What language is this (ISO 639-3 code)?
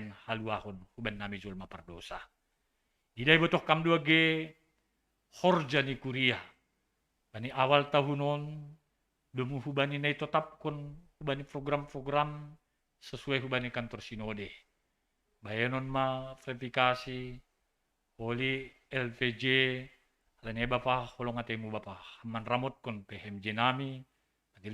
bts